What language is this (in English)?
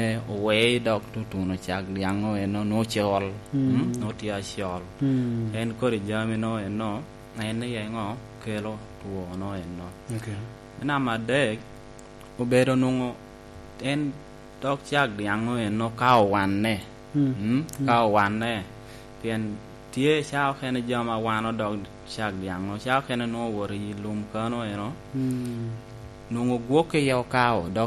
Lango (Uganda)